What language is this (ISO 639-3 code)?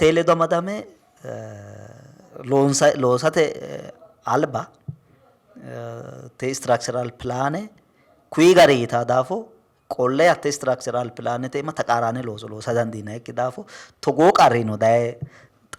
sid